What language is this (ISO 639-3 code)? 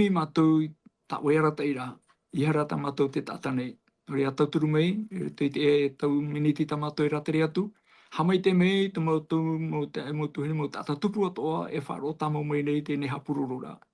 tah